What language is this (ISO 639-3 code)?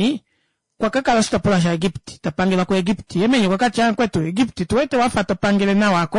kua